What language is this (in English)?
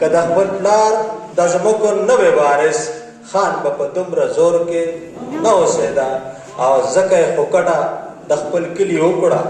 Pashto